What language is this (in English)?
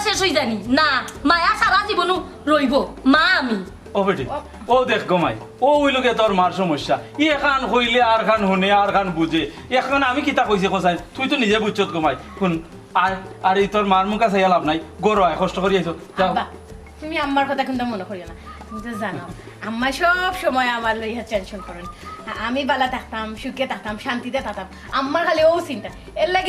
Sylheti